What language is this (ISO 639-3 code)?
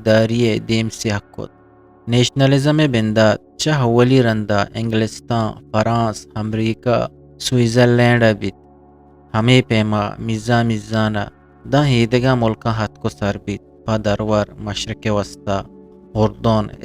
bgp